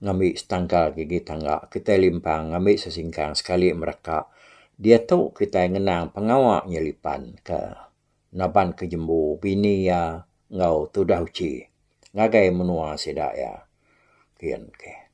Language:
Iban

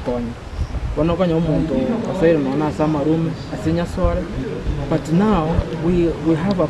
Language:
Gusii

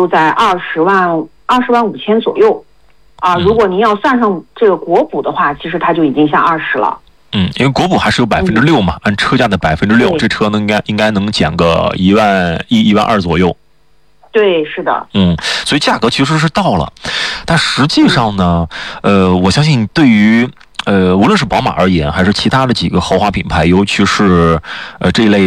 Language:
Chinese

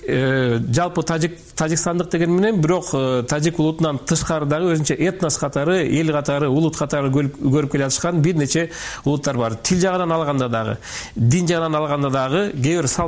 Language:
Kyrgyz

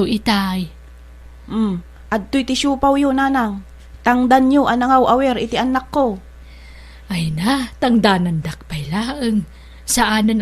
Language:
Iloko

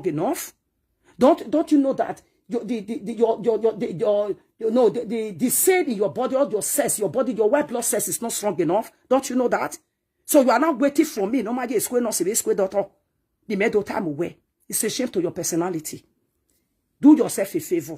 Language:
Nigerian Pidgin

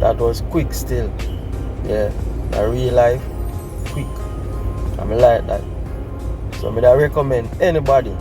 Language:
Jamaican Creole English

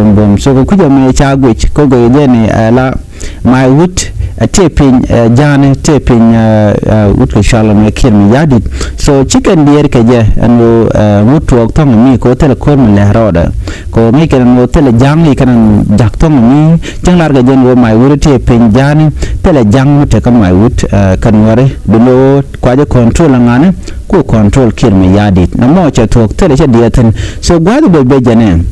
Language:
Nuer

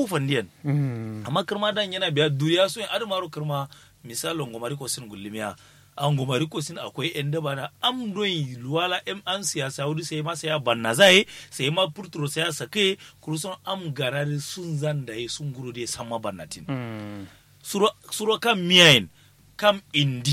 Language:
Kanuri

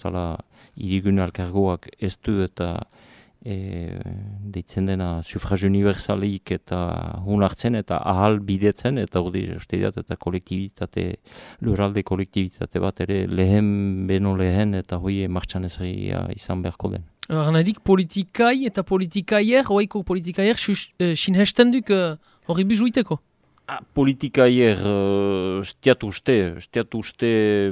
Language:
Basque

